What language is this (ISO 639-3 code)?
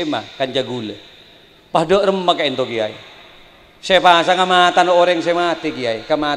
mad